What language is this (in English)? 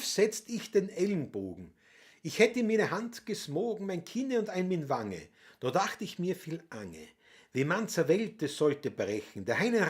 Bavarian